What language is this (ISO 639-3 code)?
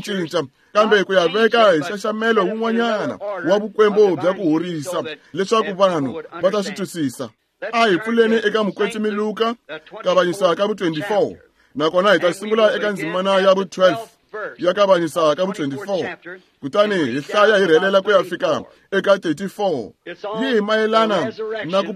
tso